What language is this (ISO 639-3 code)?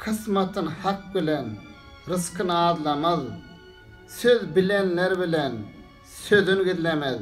tuk